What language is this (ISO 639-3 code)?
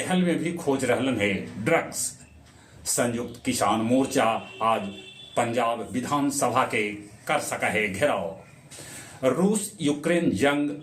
mag